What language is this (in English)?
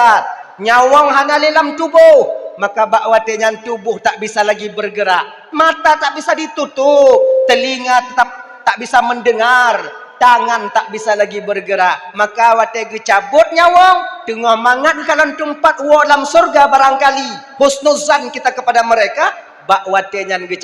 Achinese